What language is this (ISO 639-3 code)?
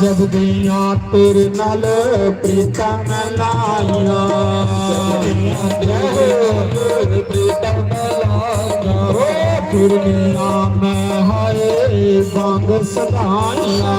doi